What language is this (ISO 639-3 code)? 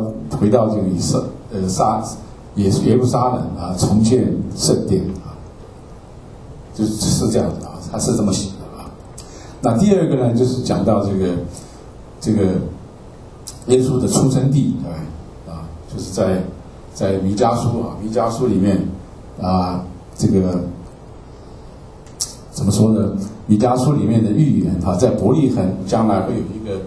zho